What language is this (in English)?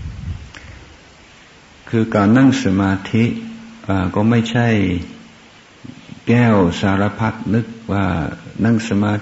Thai